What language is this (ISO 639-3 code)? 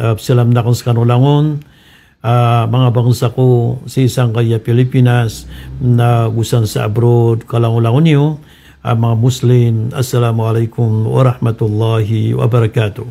mrw